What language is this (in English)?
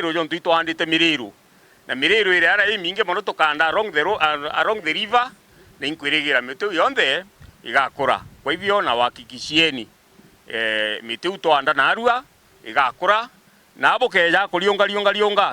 Meru